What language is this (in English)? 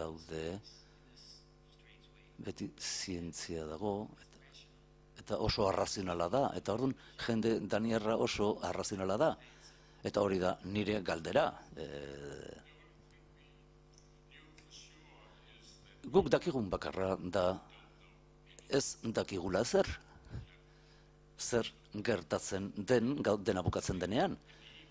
Basque